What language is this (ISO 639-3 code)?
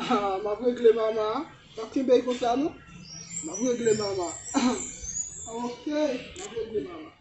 hat